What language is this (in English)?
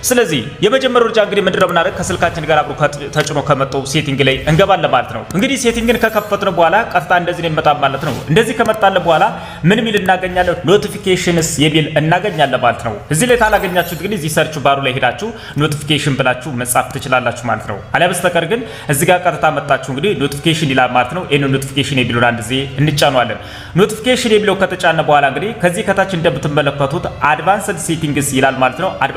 Amharic